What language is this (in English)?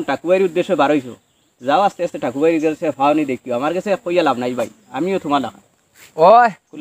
Sylheti